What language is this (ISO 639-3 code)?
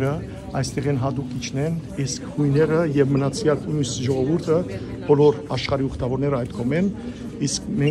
hyw